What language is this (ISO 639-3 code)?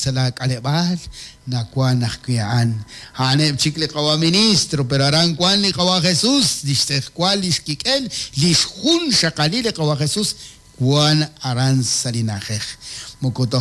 kek